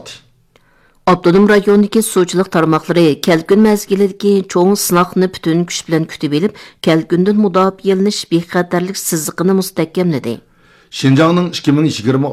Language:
Uyghur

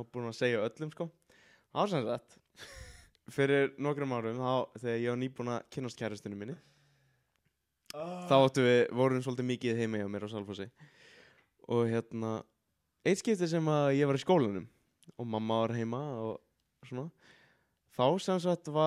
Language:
Icelandic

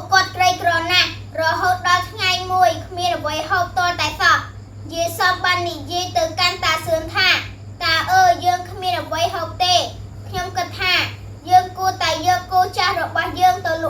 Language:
Khmer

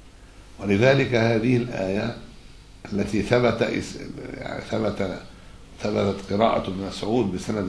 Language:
Arabic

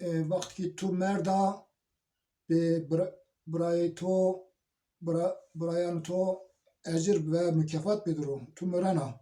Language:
Zaza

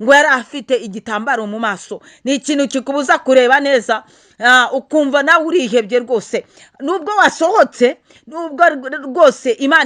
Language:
Rundi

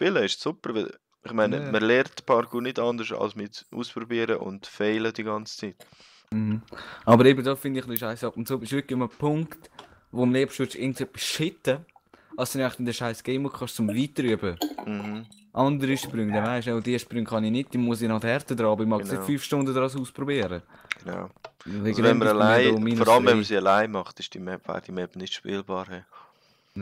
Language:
Swiss German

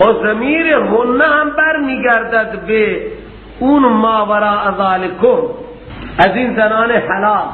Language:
Persian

